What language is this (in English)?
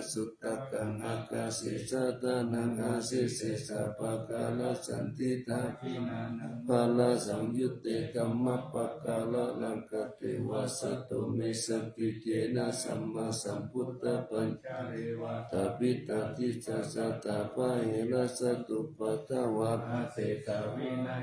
Pali